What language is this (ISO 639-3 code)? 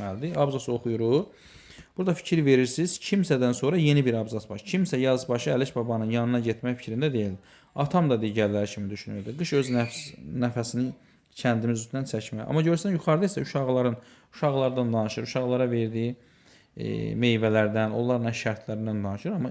aze